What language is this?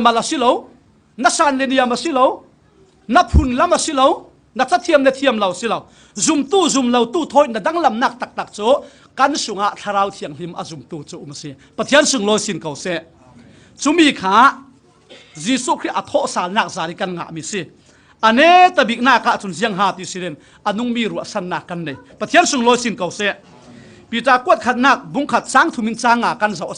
Falam Chin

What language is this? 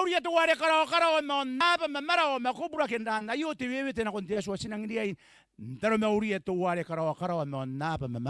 Gilbertese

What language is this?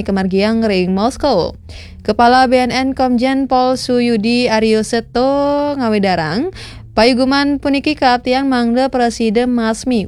Balinese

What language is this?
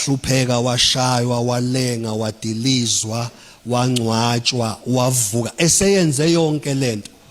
Zulu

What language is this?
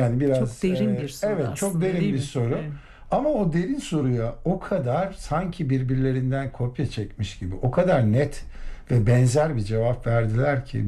Turkish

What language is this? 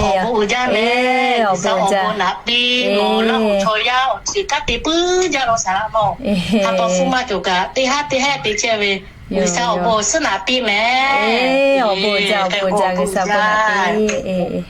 Lahu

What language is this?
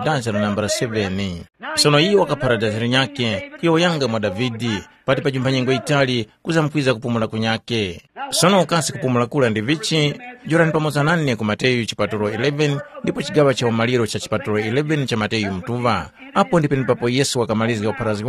Tumbuka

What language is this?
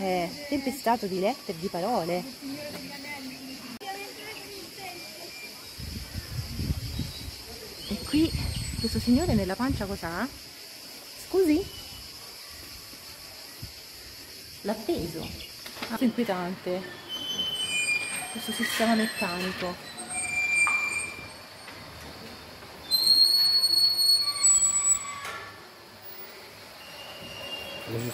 Italian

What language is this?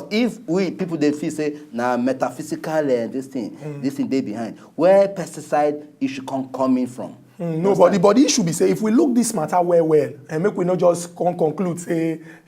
Nigerian Pidgin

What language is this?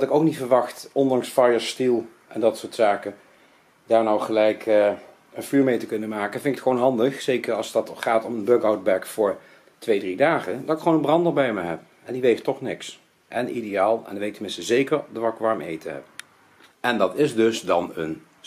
Dutch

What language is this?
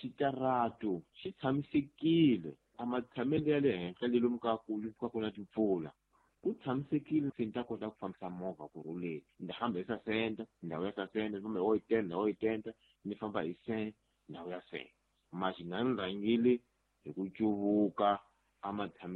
Tsonga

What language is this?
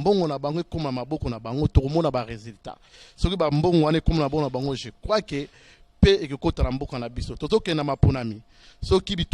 Lingala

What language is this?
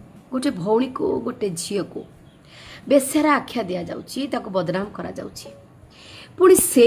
Odia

